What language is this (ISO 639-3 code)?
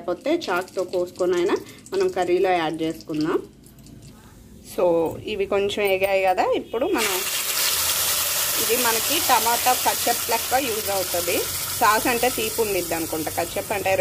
tel